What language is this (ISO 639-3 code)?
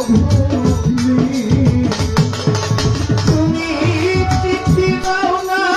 ben